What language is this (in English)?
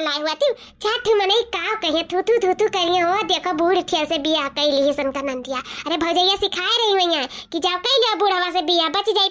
Awadhi